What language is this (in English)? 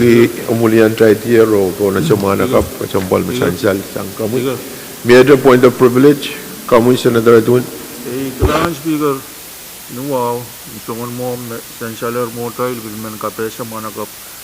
Pohnpeian